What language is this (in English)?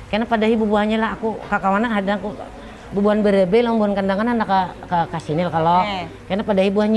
Banjar